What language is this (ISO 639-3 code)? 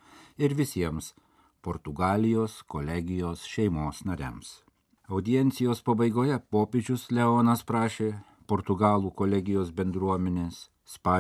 lit